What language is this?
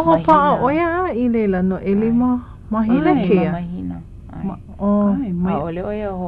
Hawaiian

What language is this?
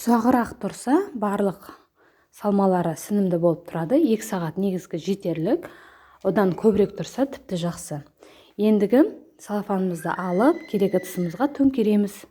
Kazakh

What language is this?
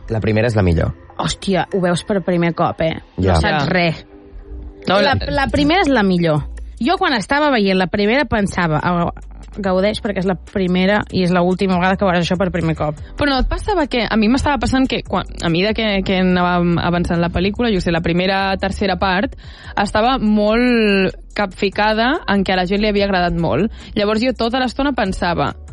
Catalan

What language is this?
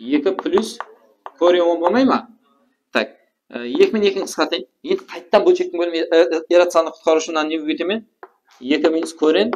Kara-Kalpak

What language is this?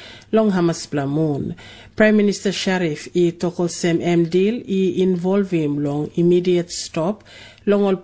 Tok Pisin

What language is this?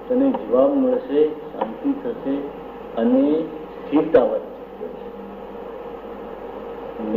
Gujarati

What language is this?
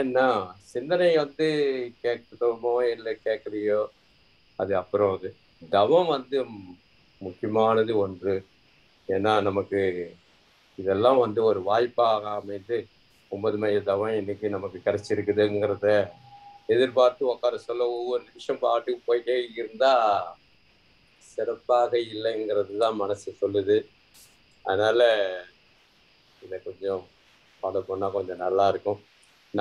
Tamil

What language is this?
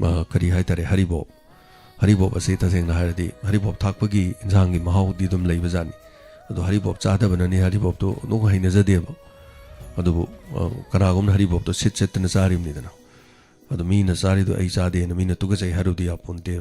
Manipuri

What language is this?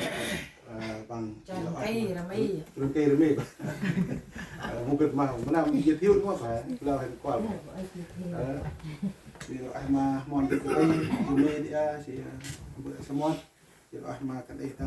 Central Mnong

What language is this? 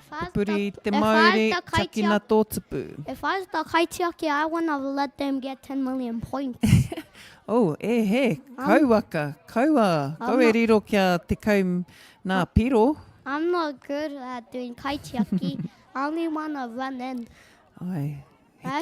Māori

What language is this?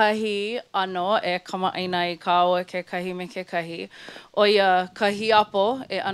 Hawaiian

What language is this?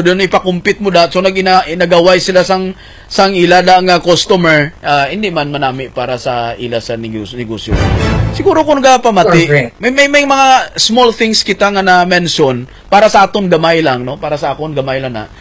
Hiligaynon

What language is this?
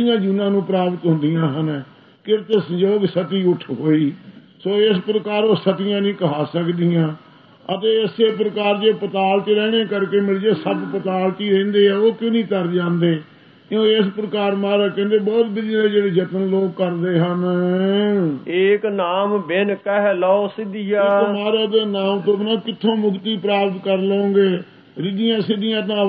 Punjabi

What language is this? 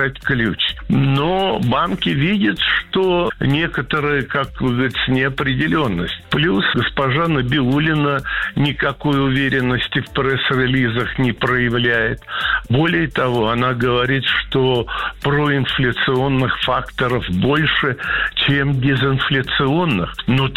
Russian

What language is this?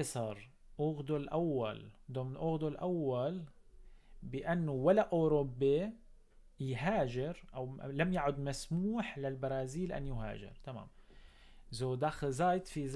North Levantine Arabic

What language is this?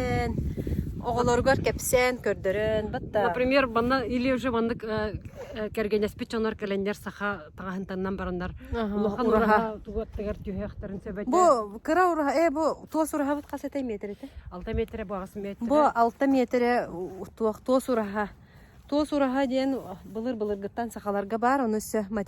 Yakut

